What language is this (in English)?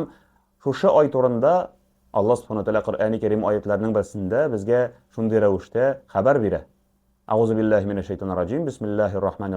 Tatar